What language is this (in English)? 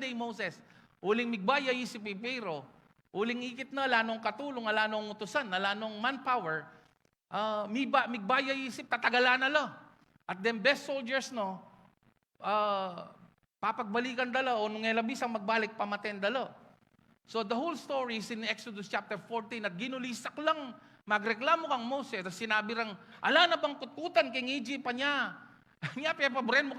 Pampanga